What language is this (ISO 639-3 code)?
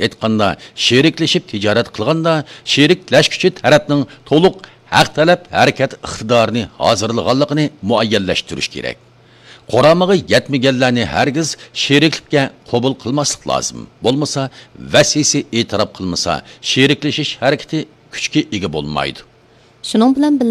uig